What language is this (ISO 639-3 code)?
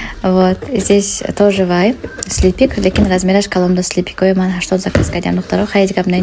tgk